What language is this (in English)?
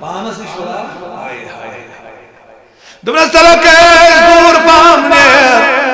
Kashmiri